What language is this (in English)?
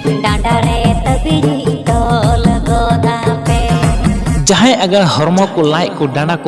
Santali